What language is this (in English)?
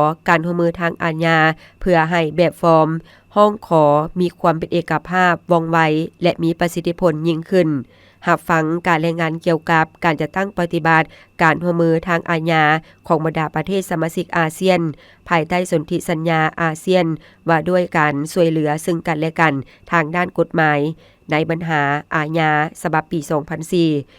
Lao